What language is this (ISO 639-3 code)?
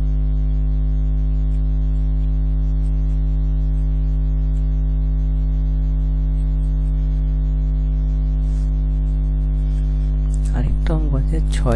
ben